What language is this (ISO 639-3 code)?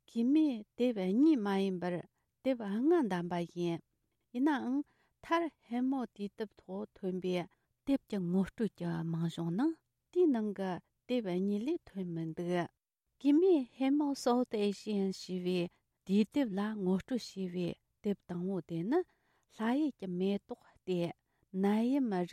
bod